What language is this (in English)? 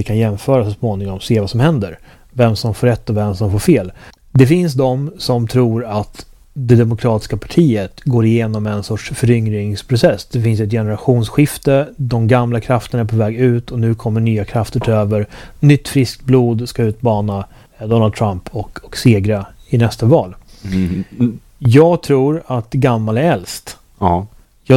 Swedish